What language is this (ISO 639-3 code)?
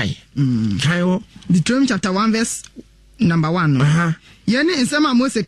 aka